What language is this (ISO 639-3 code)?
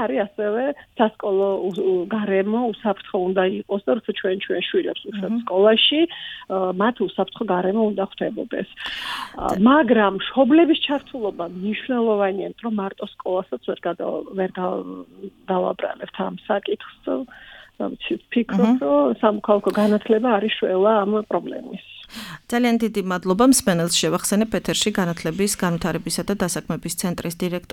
kat